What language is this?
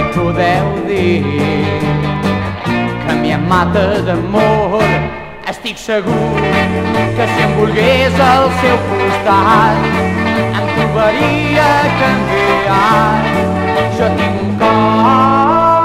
Catalan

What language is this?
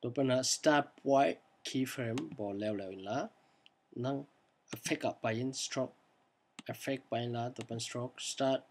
Tedim Chin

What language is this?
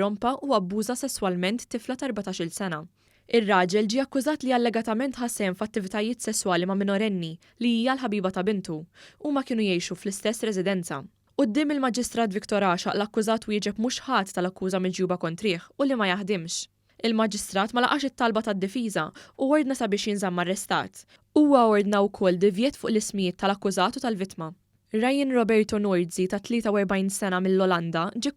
Maltese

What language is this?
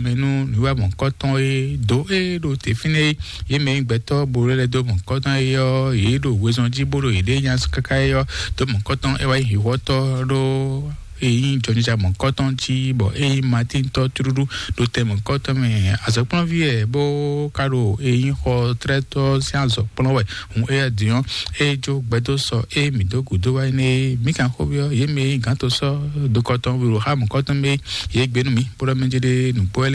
Fon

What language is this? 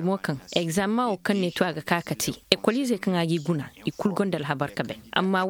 Koyraboro Senni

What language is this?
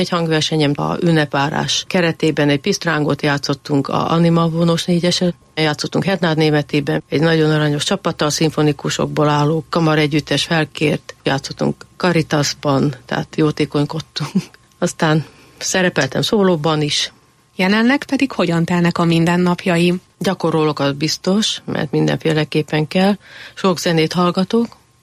Hungarian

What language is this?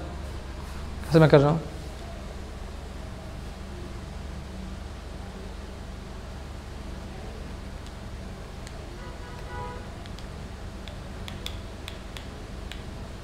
Hindi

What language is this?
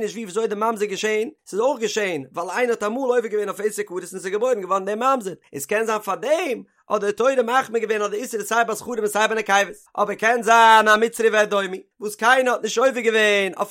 Yiddish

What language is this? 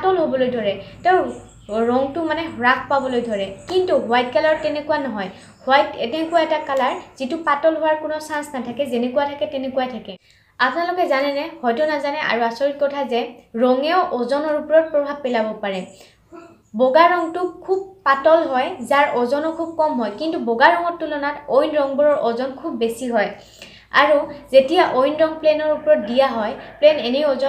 Assamese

